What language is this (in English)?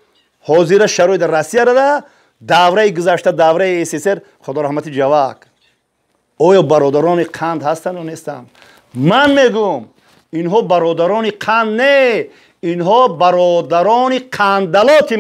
Tajik